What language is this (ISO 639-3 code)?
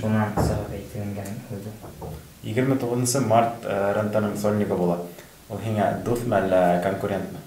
bak